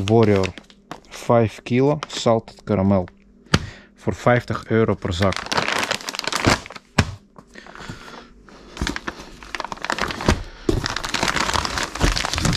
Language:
Dutch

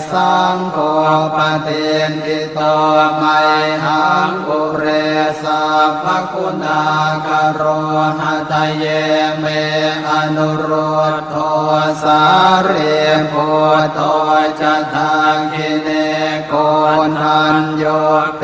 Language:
Pali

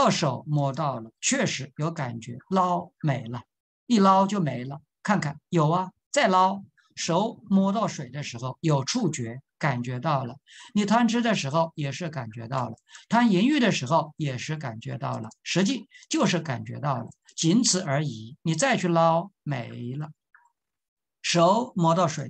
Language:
Chinese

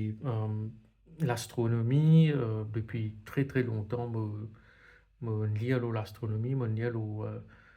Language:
Morisyen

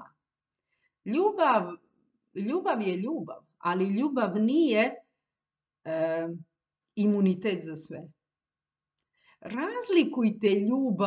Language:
Croatian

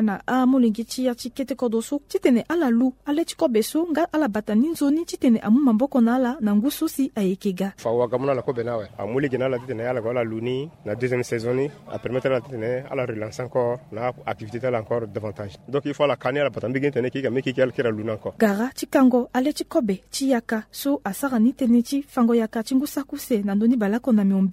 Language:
Sango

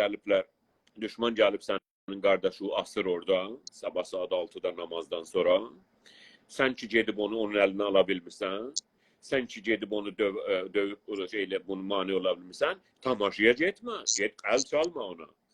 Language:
South Azerbaijani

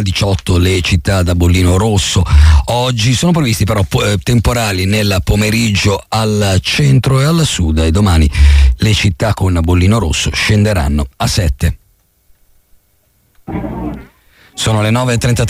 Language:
Italian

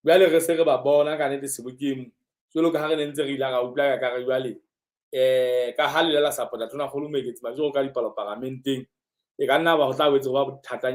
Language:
Southern Sotho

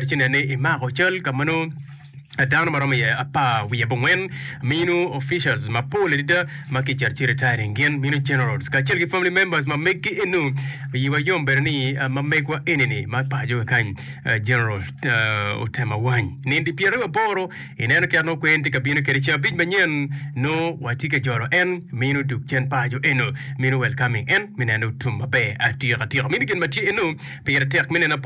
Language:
Acoli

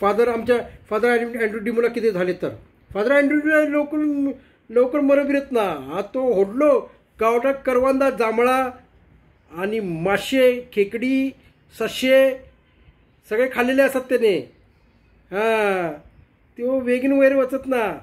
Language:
Konkani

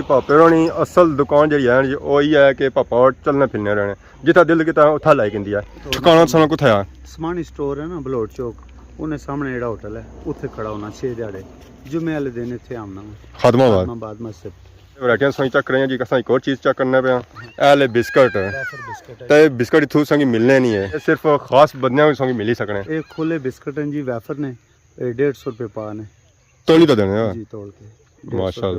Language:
Pahari-Potwari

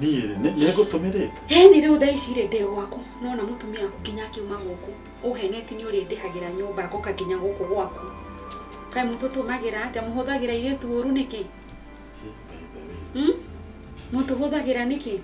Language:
Kikuyu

